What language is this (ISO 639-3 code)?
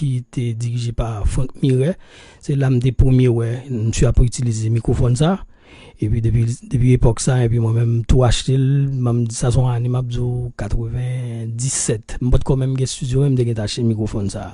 hat